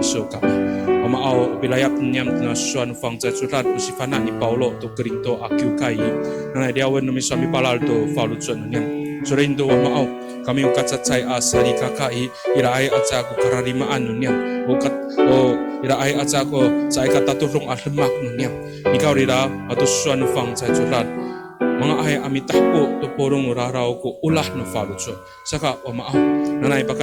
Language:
Amis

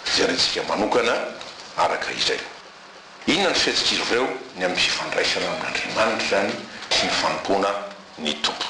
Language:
Malagasy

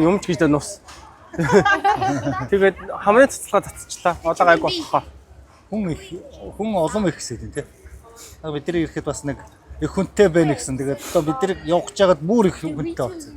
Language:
Mongolian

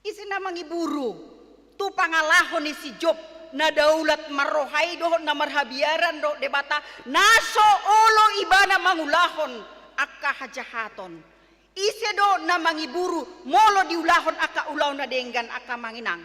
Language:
Batak Toba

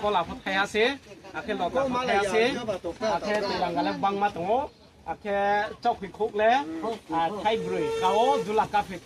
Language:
Riang (India)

